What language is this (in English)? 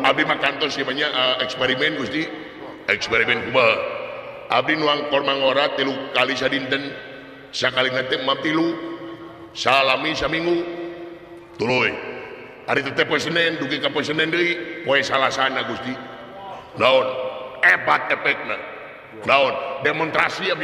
Sundanese